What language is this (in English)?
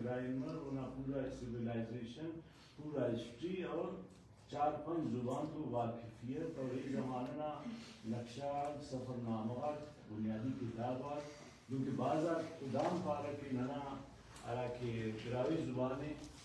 Brahui